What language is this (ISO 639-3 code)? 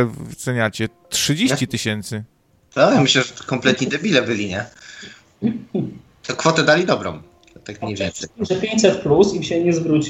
pol